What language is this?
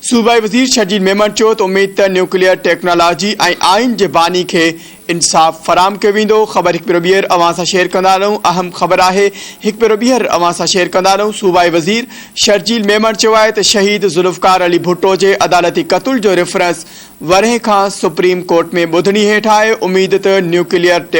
Sindhi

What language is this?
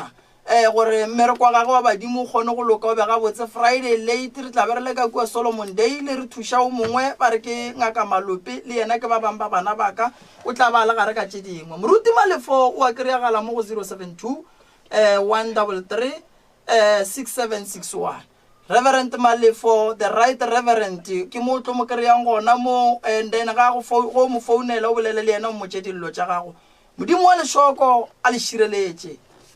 Northern Sotho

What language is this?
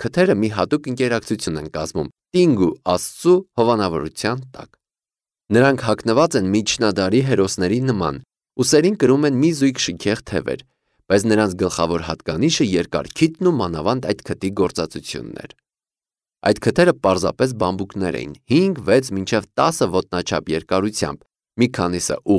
Armenian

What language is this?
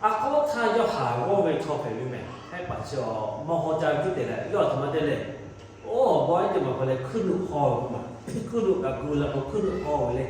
Lahu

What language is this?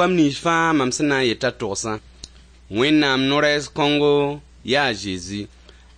Mossi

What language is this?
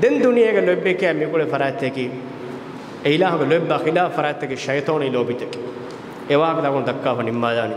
Divehi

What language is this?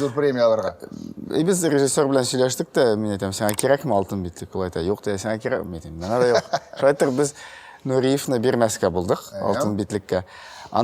Tatar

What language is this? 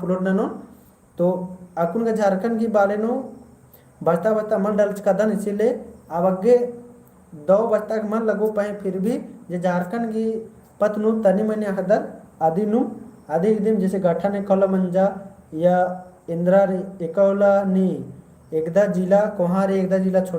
Kurukh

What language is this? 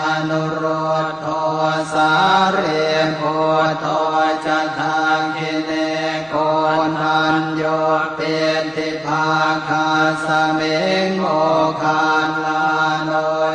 Pali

